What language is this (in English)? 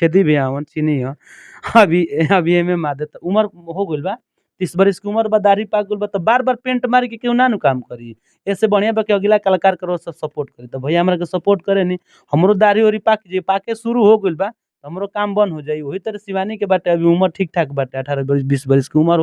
Bhojpuri